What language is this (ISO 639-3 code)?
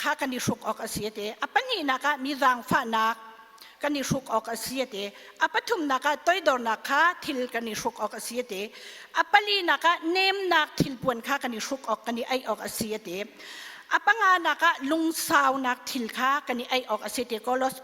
cnh